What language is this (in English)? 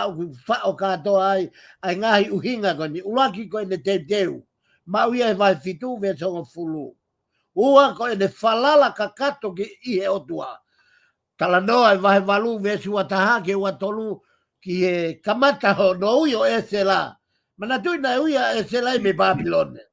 Tongan